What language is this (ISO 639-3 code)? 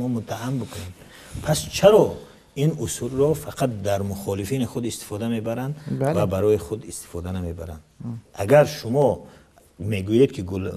tgk